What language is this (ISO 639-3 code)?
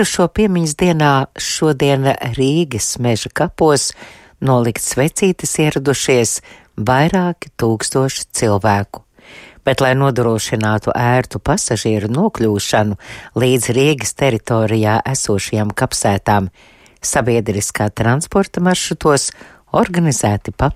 lav